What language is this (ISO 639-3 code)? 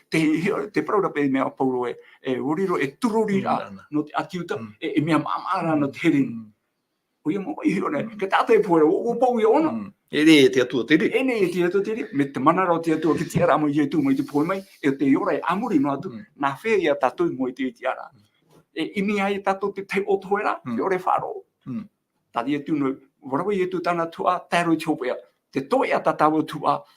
tah